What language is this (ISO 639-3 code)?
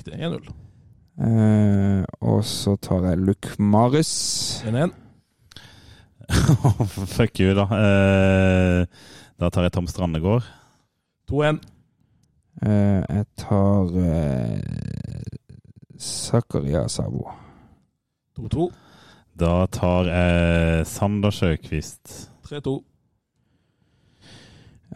nor